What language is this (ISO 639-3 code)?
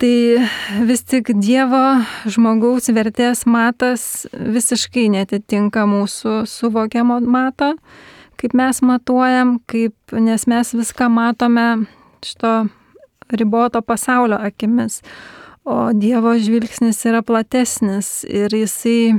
lit